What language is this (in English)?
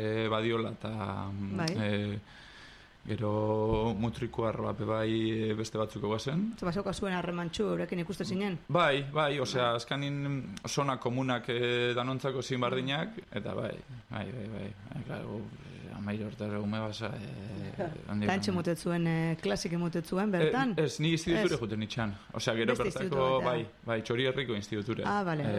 Basque